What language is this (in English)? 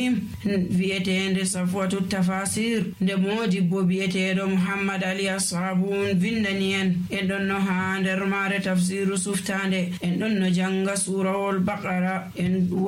Nigerian Fulfulde